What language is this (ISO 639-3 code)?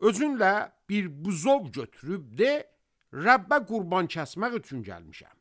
aze